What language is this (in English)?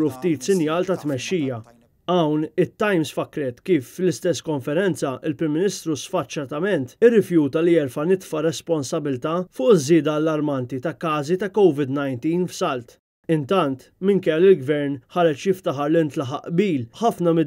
Maltese